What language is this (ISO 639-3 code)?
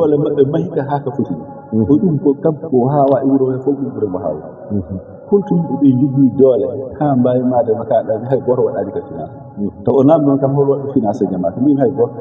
ful